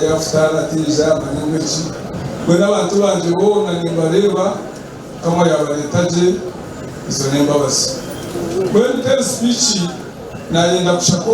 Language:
Nyankole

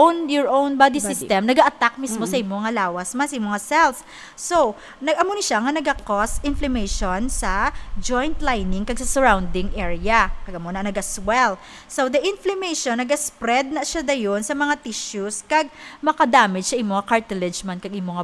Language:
Hiligaynon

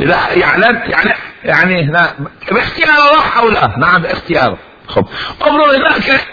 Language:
Mesopotamian Arabic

